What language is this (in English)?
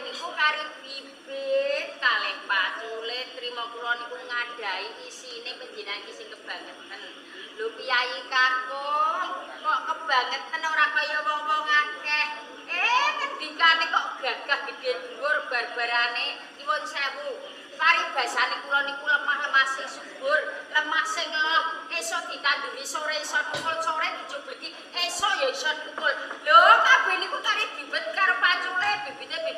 Javanese